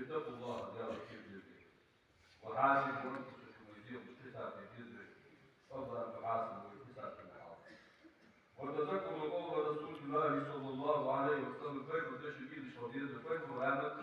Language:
Ingush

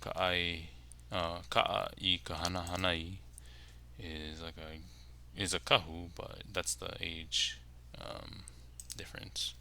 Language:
Hawaiian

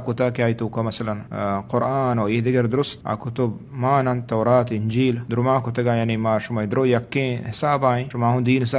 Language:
Eastern Balochi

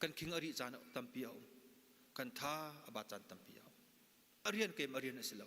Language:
Hakha Chin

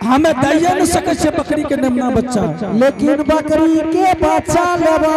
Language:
Angika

